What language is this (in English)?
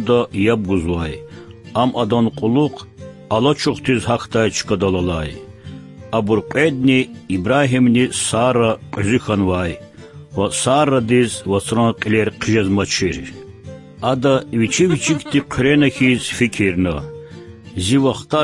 Lezghian